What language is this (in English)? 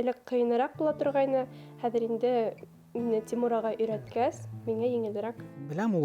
Bashkir